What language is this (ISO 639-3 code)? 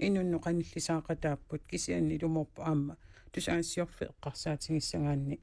kal